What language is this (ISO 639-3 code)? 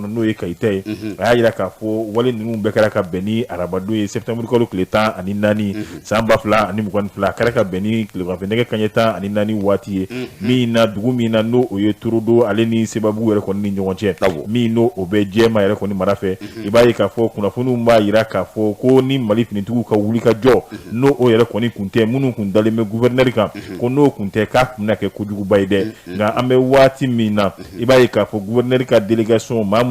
bam